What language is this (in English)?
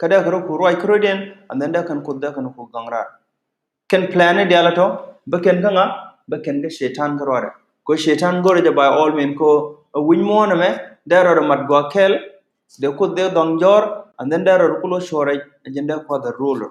Nuer